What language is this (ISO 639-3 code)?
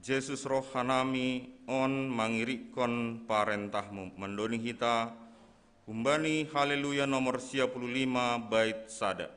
bts